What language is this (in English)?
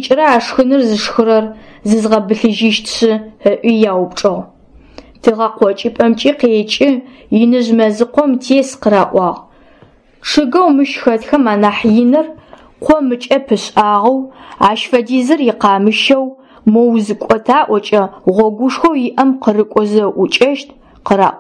Adyghe